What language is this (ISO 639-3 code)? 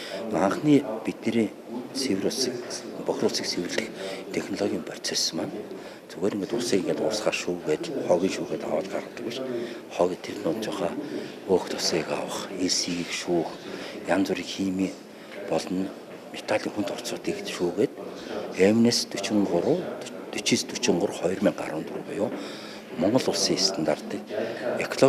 mon